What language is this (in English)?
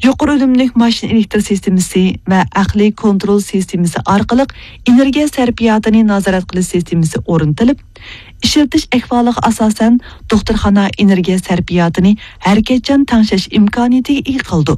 Uyghur